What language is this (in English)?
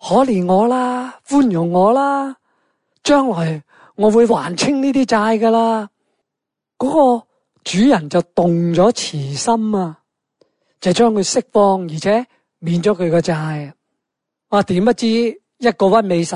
Cantonese